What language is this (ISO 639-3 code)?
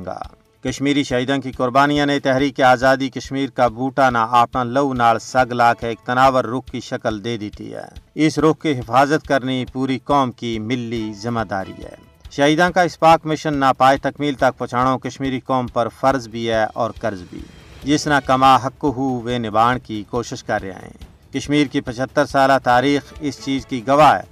gju